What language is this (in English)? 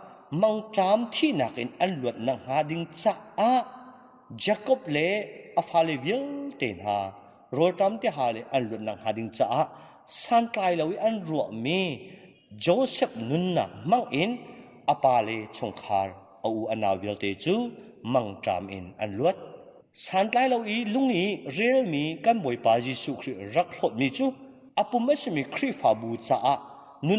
Hakha Chin